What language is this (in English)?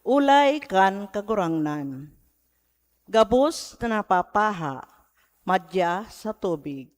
Bikol